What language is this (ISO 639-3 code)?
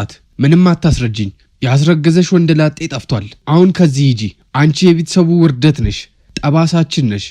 amh